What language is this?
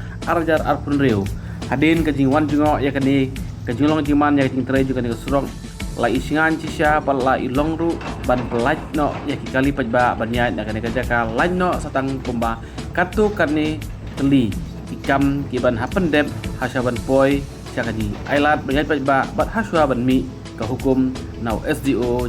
Khasi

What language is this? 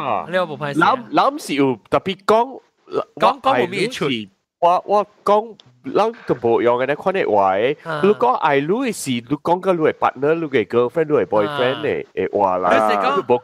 Min Nan Chinese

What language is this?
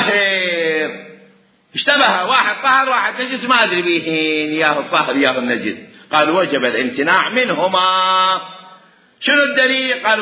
Mesopotamian Arabic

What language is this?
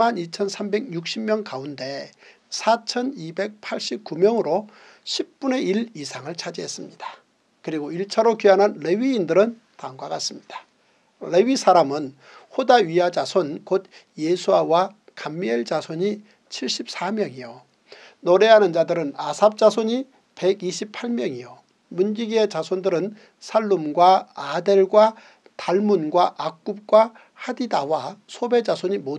Korean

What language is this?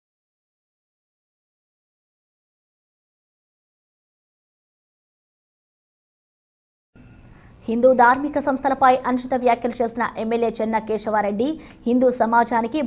Telugu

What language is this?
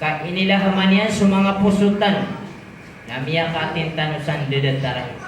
Maranao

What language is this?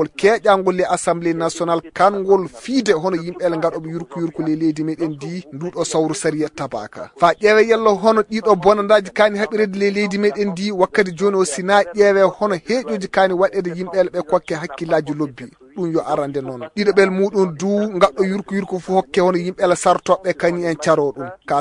Fula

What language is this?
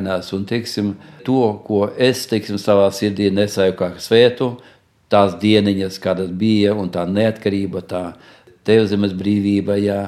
Latvian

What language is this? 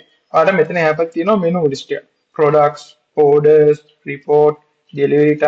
Sinhala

